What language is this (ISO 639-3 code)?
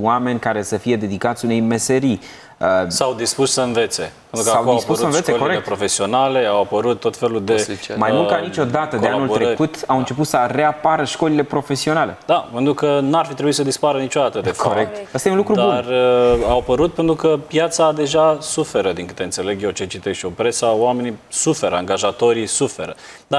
ron